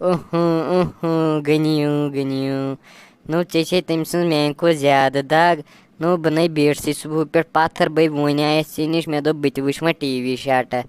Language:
Kashmiri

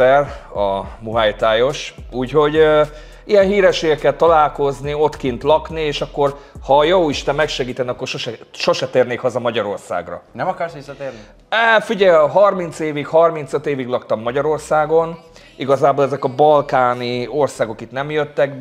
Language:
Hungarian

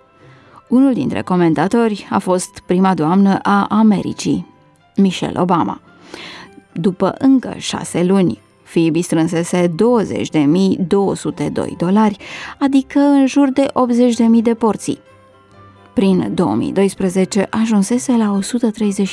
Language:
Romanian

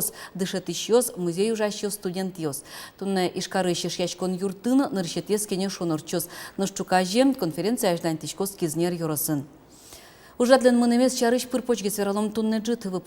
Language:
Udmurt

